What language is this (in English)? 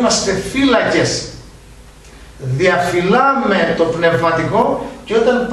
Greek